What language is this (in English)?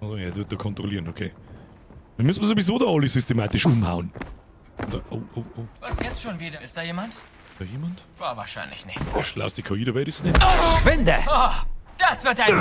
Bavarian